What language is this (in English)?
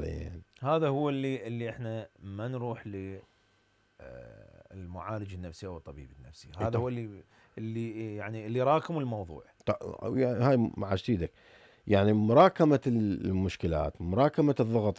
Mesopotamian Arabic